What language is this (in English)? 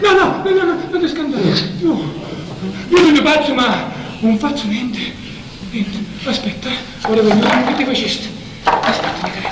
Sicilian